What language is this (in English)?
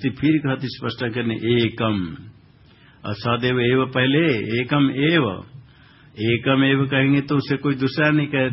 Hindi